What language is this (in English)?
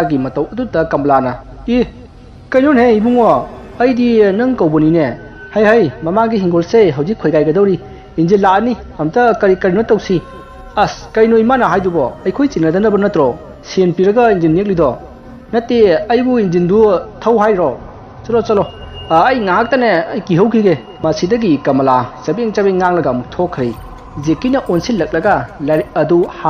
Manipuri